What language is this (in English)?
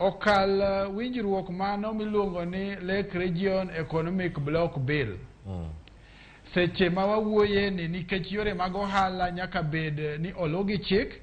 Luo (Kenya and Tanzania)